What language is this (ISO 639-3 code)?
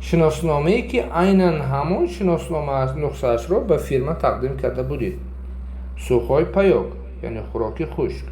tgk